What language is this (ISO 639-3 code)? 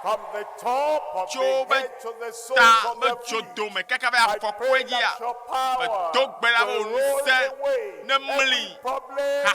ewe